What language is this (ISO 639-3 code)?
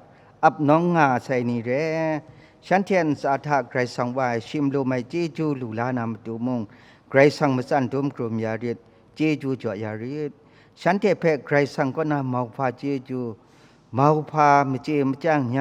kac